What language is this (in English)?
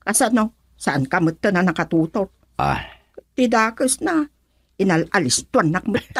Iloko